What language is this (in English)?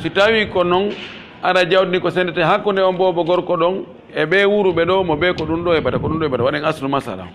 Pular